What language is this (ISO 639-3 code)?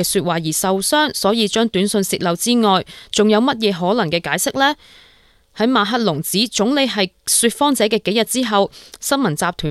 yue